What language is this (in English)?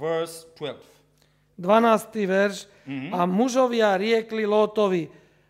Slovak